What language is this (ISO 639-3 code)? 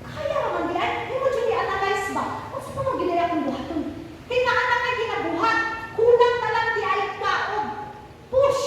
ceb